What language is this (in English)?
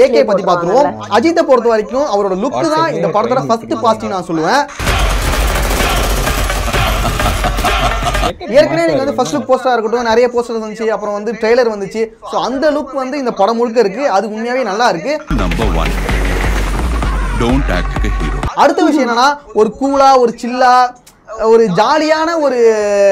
Tamil